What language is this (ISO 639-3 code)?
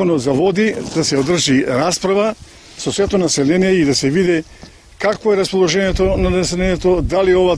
mkd